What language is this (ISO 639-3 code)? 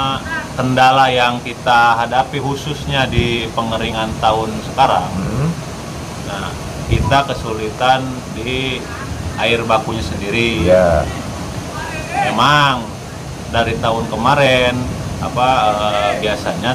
ind